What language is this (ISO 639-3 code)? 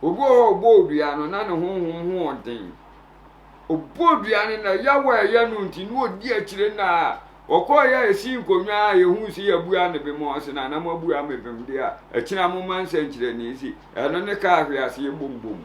aka